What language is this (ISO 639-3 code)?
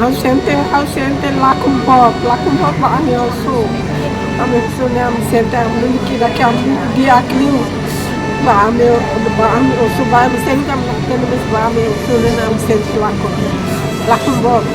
tet